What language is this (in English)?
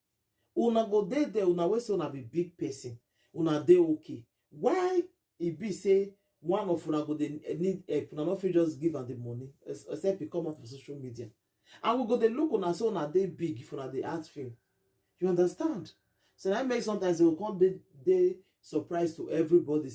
Nigerian Pidgin